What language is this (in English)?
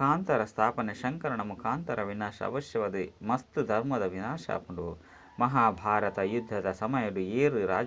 Tulu